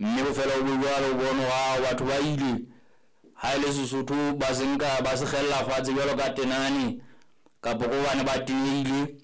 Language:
Southern Sotho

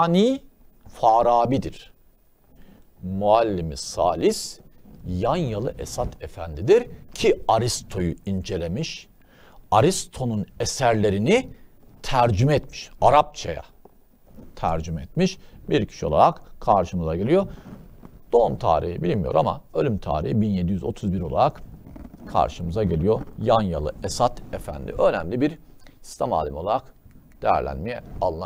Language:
Turkish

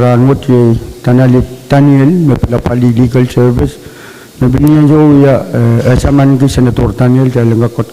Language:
Pohnpeian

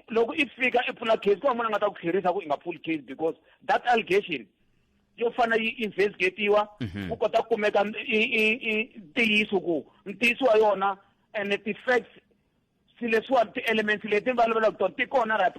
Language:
Tsonga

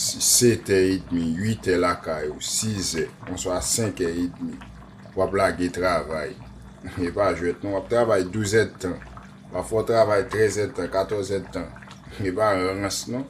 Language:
Haitian Creole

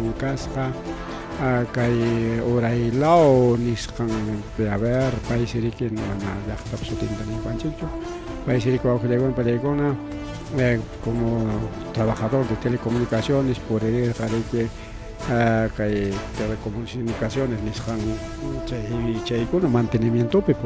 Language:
Ayacucho Quechua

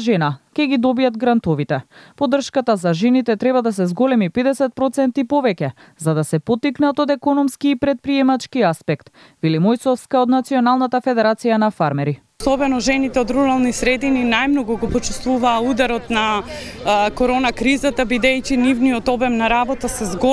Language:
Macedonian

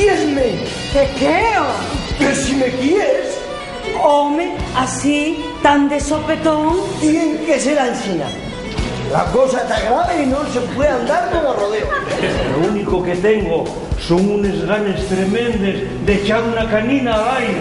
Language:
Asturian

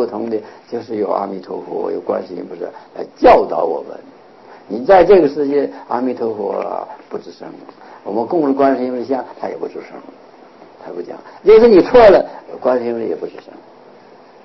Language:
Chinese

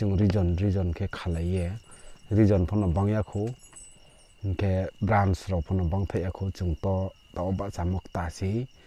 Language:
Riang (India)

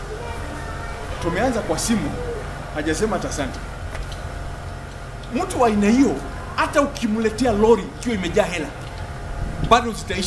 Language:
Swahili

